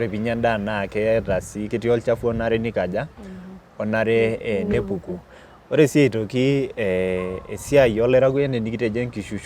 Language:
Masai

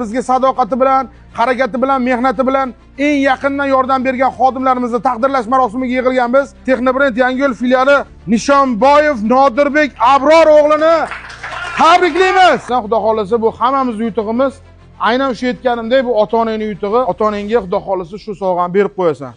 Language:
Uzbek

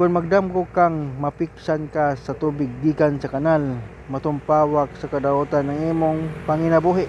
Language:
Cebuano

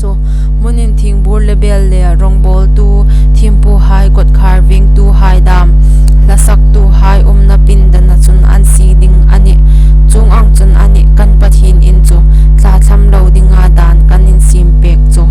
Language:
Hmar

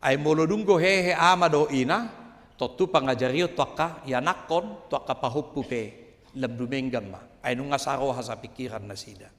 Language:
Batak Toba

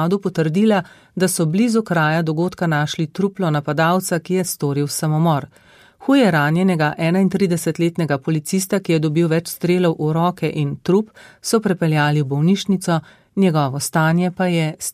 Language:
Slovenian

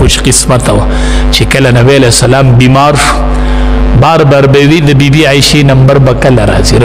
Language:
Pashto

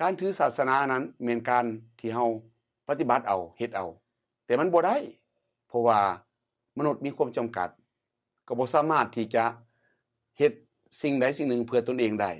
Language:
Lao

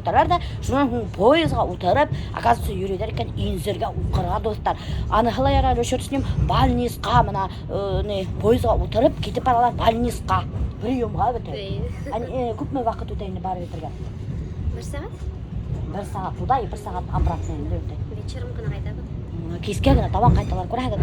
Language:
Bashkir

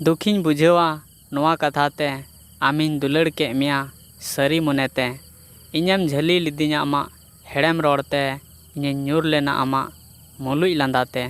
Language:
Santali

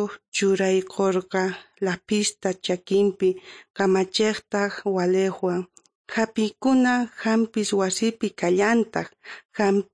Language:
South Bolivian Quechua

